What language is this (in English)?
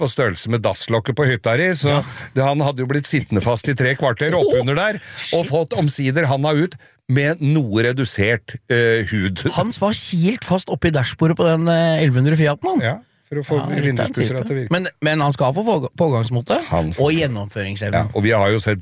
Norwegian